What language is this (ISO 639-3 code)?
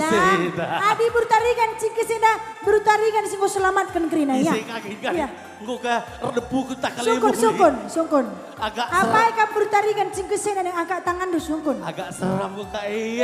btx